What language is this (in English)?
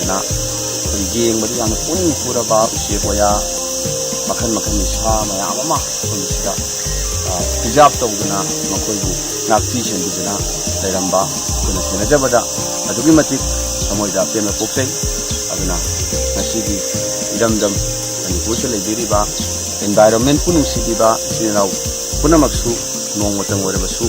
Manipuri